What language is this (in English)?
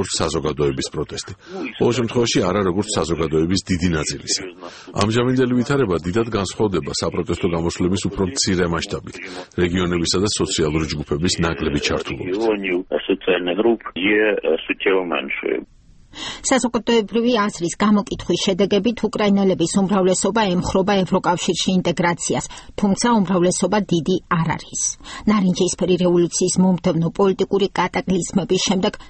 Georgian